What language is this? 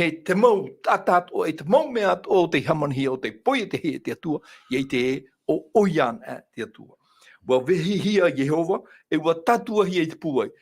Tahitian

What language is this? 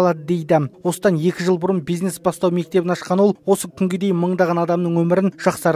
Kazakh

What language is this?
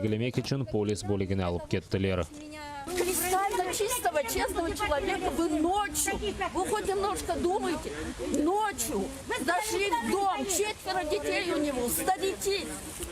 Crimean Tatar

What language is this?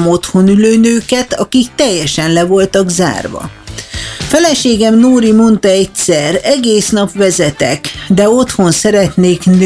Hungarian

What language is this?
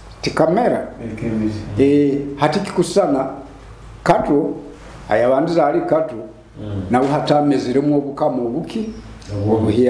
Nyoro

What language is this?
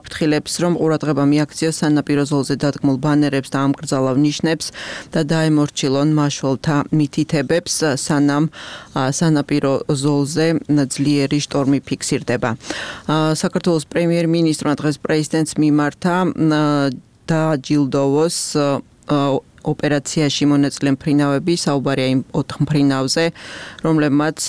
Georgian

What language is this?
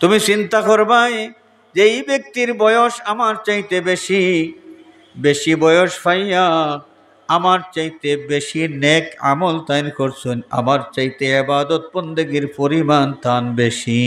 Sylheti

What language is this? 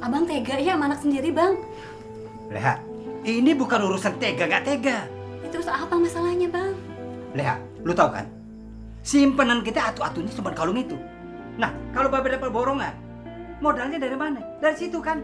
Betawi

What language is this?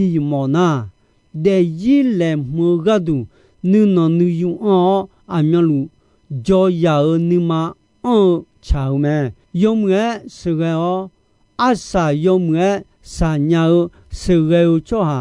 Akha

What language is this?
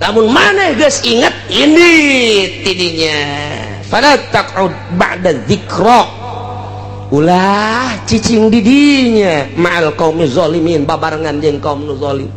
Sundanese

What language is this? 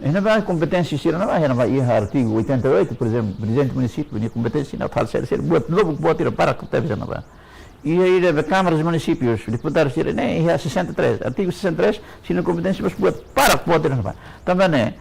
Tetum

